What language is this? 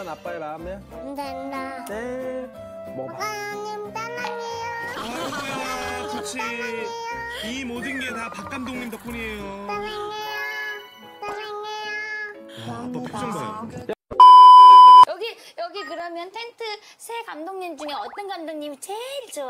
Korean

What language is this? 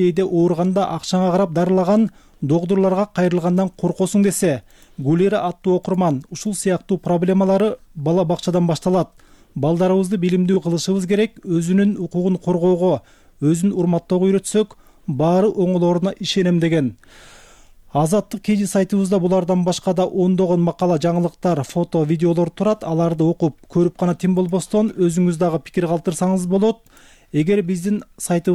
Kyrgyz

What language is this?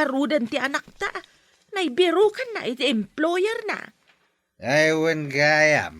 Iloko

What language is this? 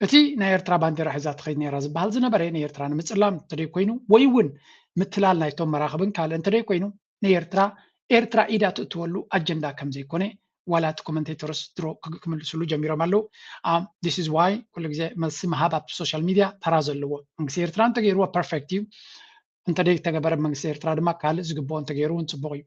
Tigrinya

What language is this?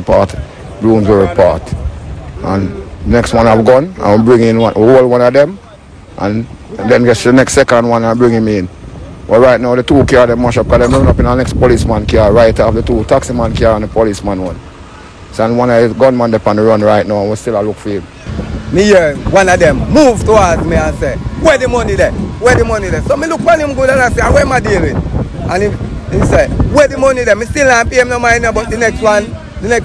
Jamaican Creole English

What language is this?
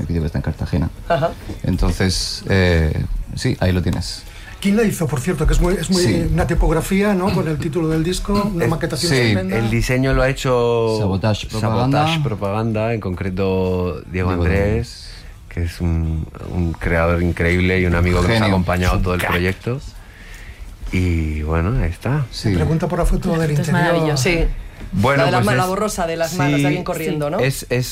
Spanish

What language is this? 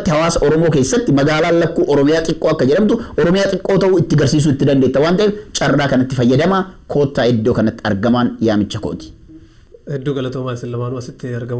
Oromo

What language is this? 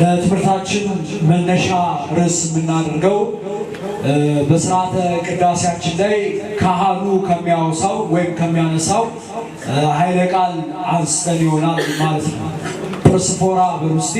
Amharic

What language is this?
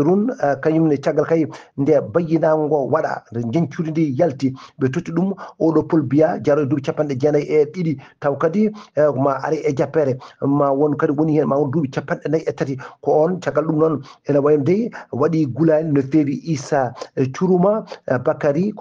Fula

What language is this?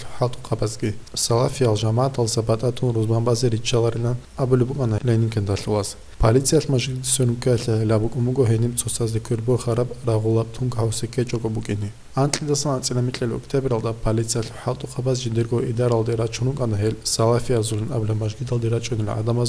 Avaric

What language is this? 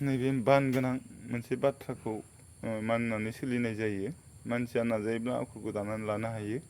Bodo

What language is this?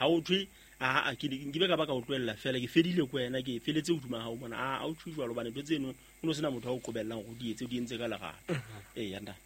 Southern Sotho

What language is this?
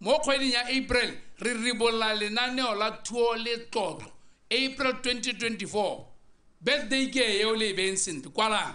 Tswana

